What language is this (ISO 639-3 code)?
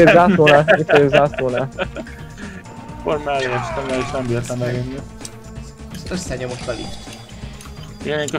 hun